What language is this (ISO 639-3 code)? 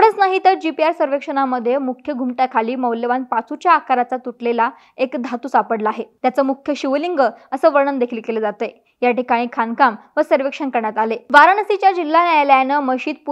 mar